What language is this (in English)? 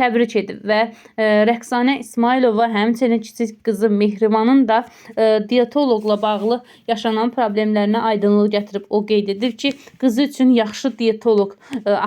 Azerbaijani